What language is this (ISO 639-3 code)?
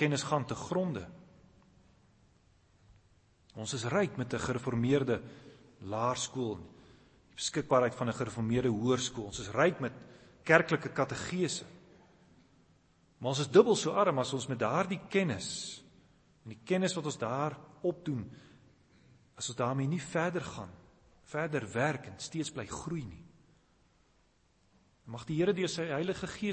afr